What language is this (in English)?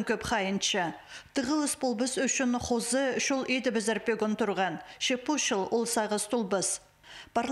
Khakas